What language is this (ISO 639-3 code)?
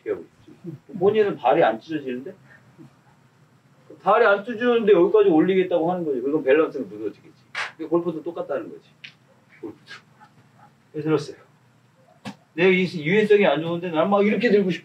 kor